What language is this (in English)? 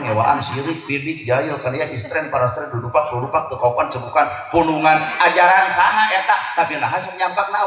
Sundanese